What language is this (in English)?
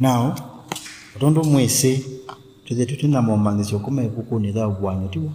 Kamba